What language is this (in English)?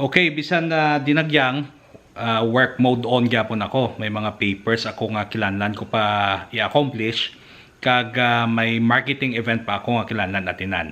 Hiligaynon